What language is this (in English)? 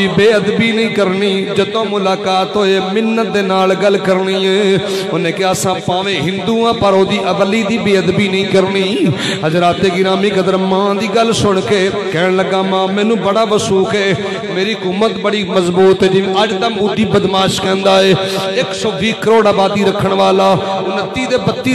Western Panjabi